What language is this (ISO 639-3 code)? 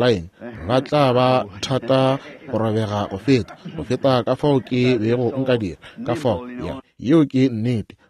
nso